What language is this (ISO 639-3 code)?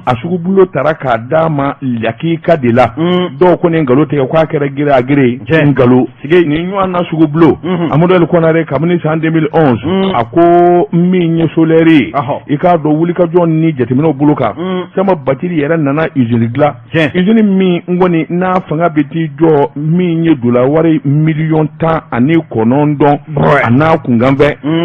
bam